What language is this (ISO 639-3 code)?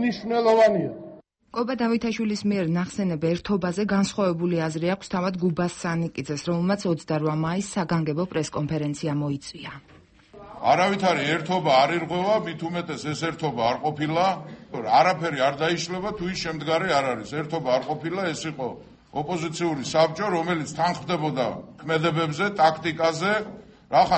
kat